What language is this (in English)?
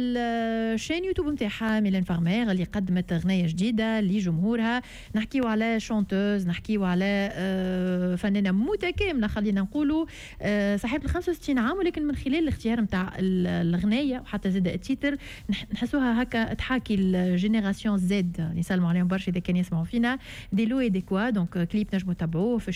Tunisian Arabic